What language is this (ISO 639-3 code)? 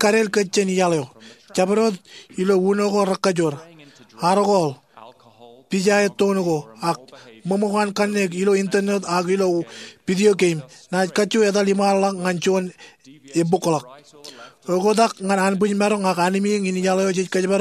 mah